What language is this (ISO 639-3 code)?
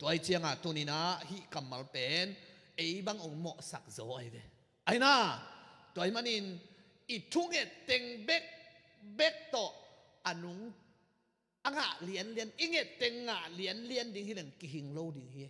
ctd